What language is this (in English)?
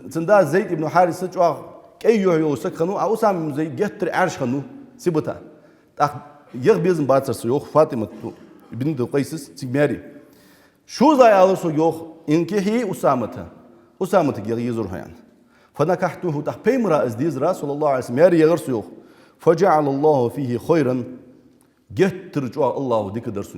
Ingush